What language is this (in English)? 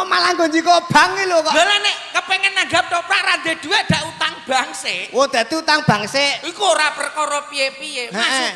Javanese